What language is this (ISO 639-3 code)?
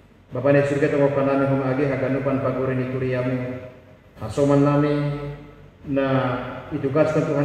bts